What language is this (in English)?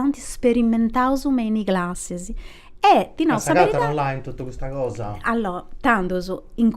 Sardinian